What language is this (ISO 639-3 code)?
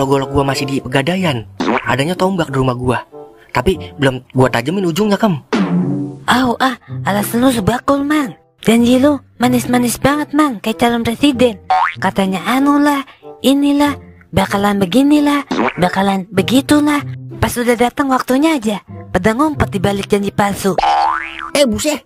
bew